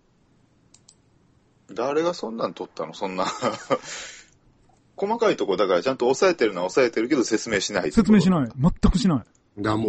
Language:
Japanese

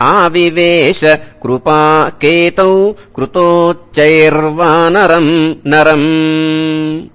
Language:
Sanskrit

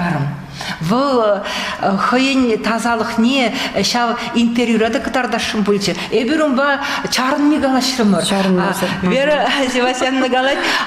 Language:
Chuvash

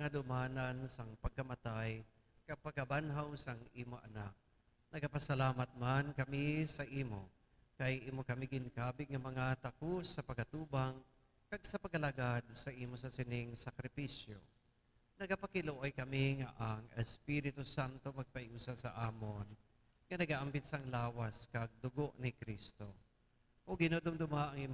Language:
Hiligaynon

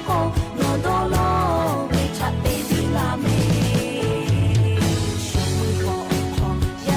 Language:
Lahu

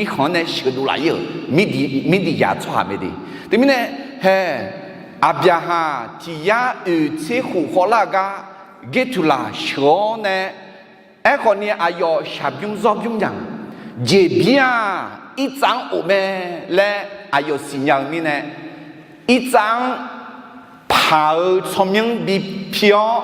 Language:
Akha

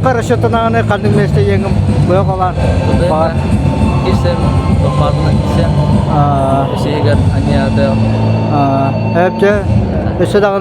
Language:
Yakut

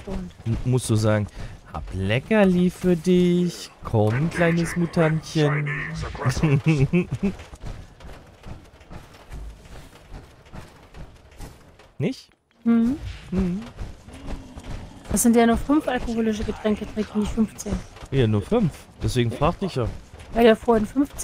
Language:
German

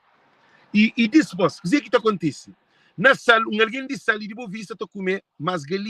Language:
Kabuverdianu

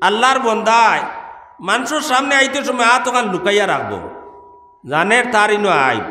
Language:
Sylheti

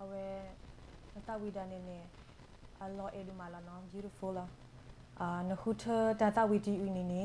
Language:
S'gaw Karen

